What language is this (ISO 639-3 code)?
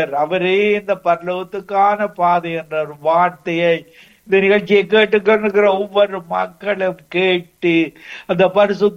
tam